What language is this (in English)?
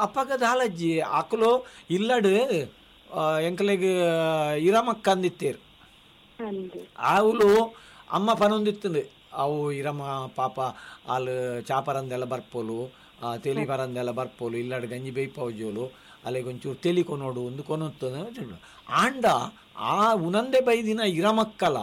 Tulu